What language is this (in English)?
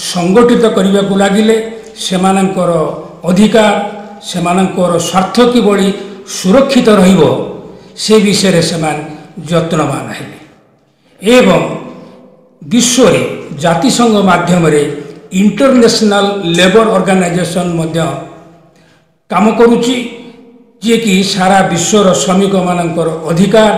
Odia